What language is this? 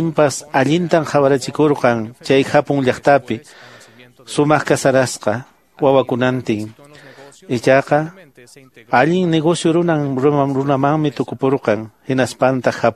Quechua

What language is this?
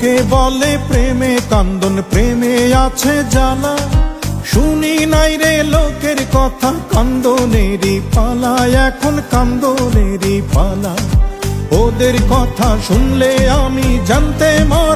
Bangla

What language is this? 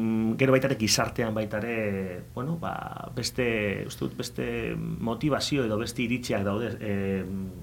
Basque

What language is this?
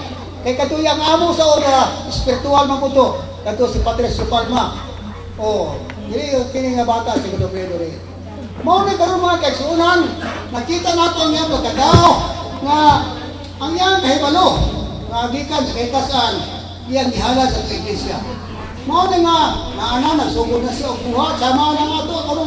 Cebuano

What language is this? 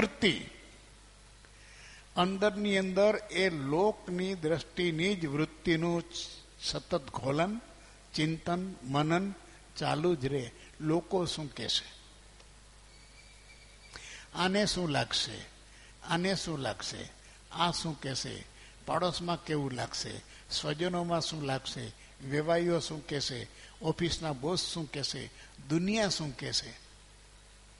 Gujarati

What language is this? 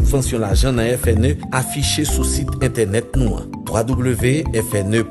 Haitian Creole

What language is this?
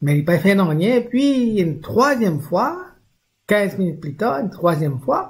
Morisyen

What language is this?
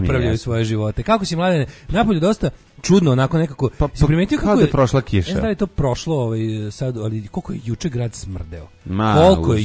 Serbian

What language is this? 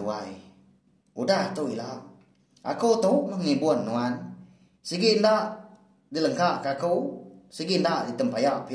Iban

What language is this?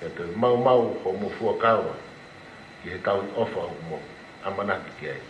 Tongan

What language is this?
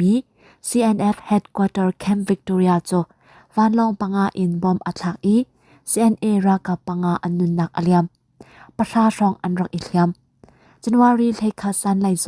Hakha Chin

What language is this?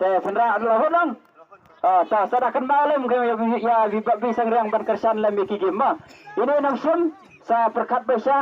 Khasi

